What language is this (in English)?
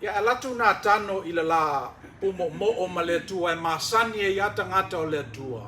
Samoan